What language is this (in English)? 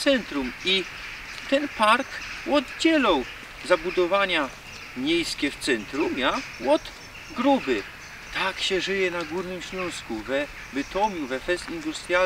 Silesian